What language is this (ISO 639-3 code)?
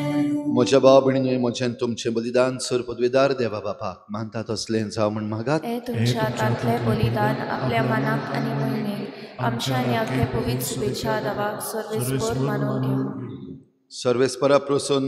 kok